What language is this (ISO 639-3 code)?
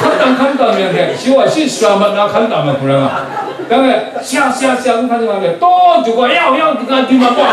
kac